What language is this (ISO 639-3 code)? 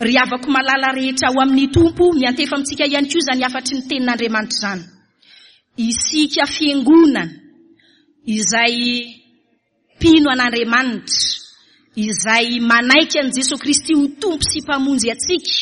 mlg